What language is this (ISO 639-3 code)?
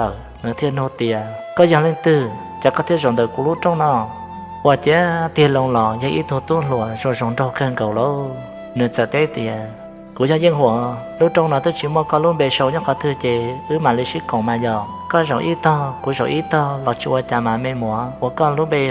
hmn